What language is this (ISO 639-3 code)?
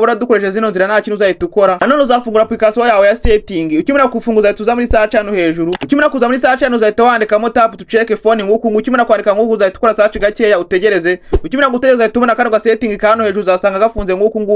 kin